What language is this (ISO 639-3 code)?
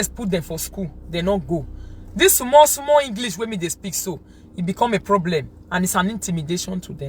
pcm